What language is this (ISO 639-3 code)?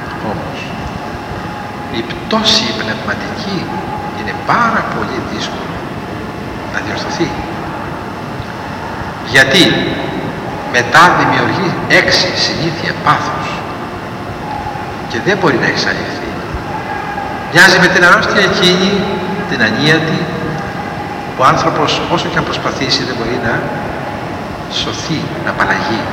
ell